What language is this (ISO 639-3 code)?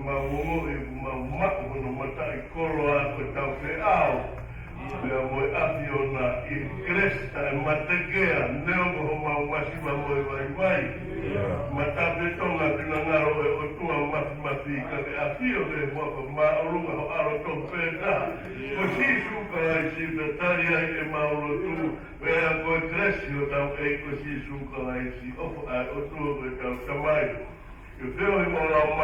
ton